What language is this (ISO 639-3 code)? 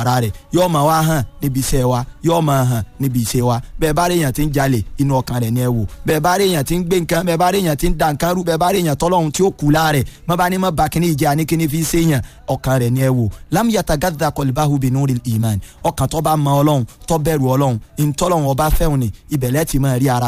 yor